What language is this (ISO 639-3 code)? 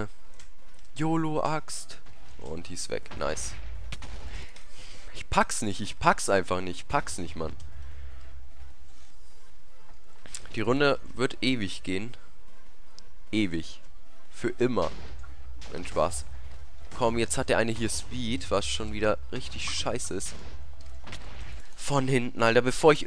deu